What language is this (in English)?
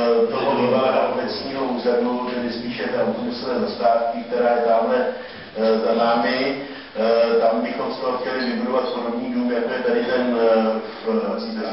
Czech